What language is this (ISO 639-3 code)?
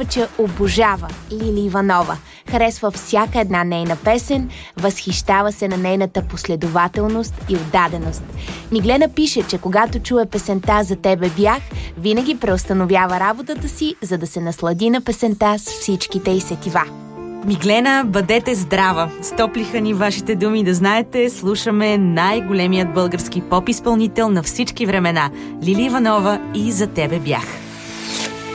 bul